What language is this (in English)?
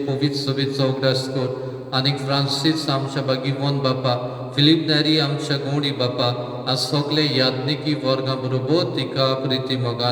Konkani